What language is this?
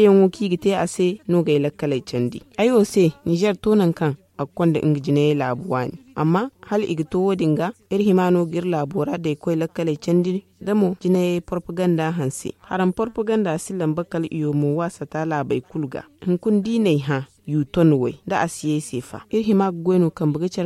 Zarma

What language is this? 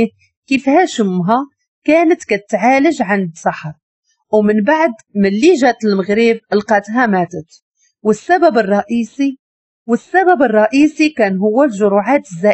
Moroccan Arabic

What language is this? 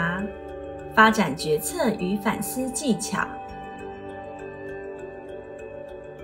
Chinese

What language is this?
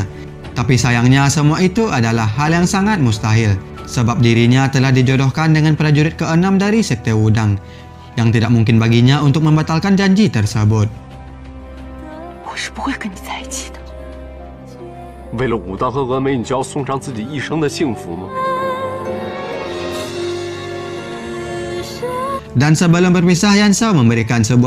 Indonesian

